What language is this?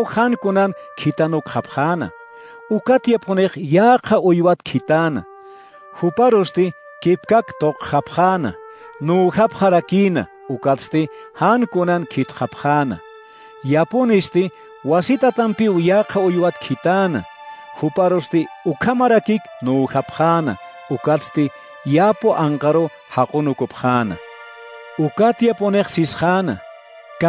Aymara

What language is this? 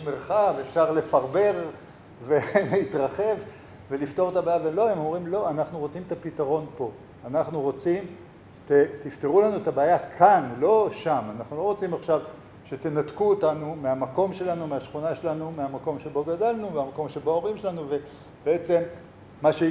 Hebrew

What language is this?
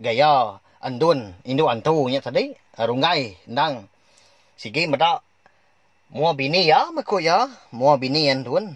Iban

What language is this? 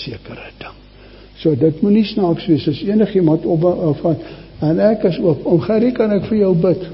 Afrikaans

